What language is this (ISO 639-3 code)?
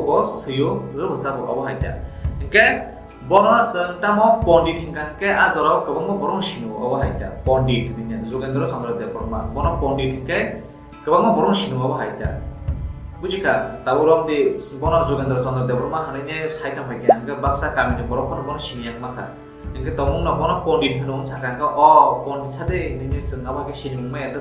trp